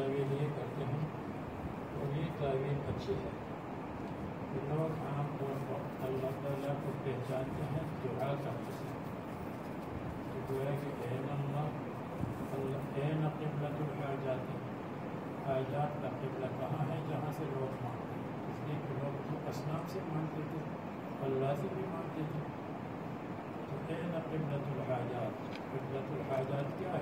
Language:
Urdu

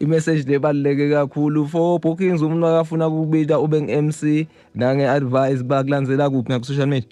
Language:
Zulu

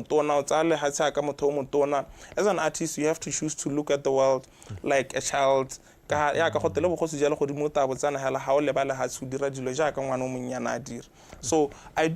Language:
Tswana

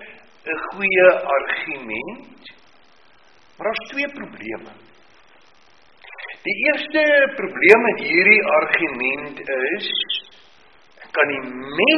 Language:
Afrikaans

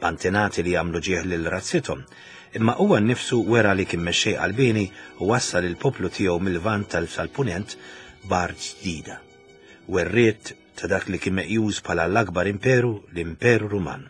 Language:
Maltese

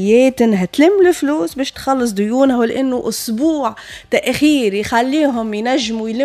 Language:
Tunisian Arabic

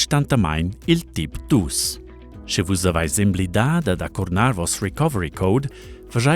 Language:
Romansh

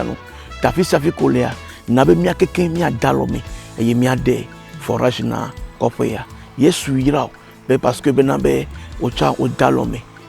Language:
Ewe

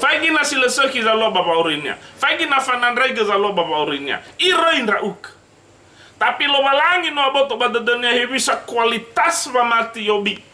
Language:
Nias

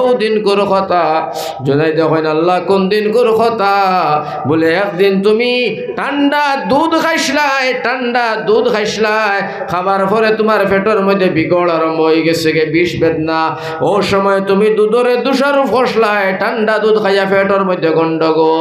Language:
Sylheti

